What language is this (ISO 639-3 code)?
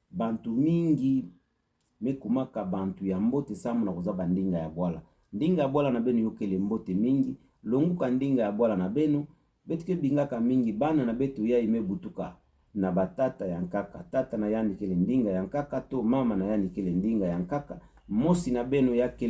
ktu